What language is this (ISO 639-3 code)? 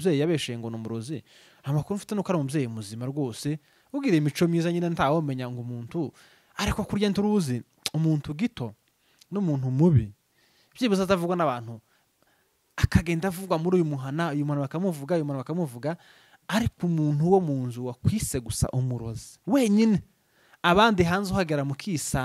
run